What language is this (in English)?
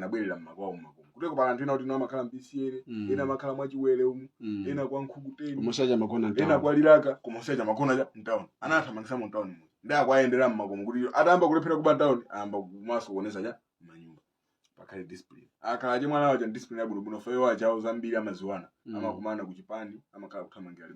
Nyanja